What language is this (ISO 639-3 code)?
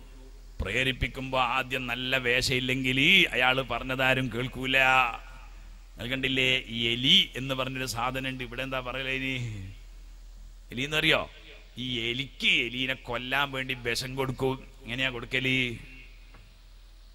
mal